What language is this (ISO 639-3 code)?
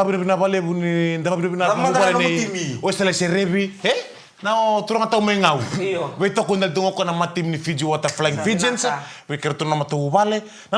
fij